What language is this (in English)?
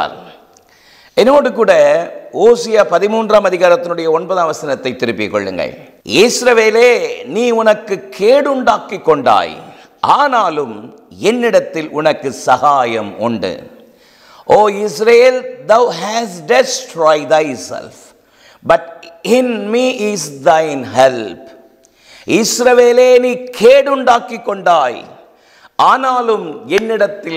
Tamil